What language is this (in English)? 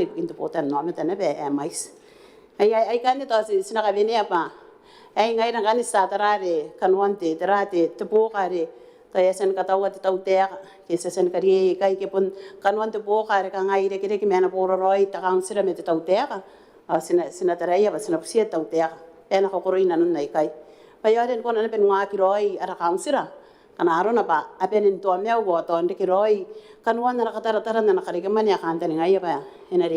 Gilbertese